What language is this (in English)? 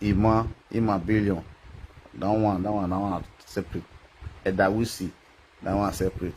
Nigerian Pidgin